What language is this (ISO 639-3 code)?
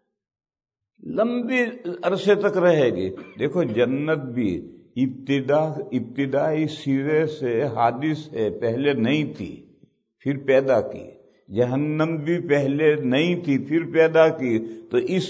urd